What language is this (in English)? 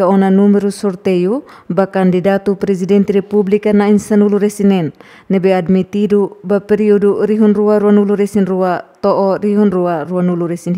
Tetum